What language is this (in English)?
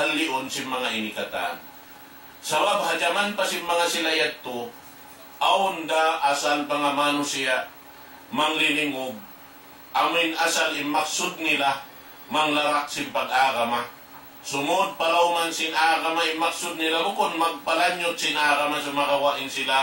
Tausug